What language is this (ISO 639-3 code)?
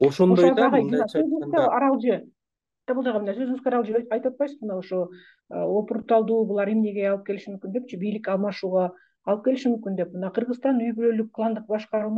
kir